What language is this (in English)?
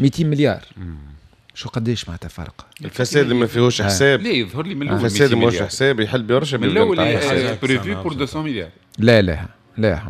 Tunisian Arabic